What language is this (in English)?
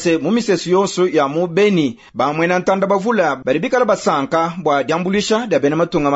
Luba-Lulua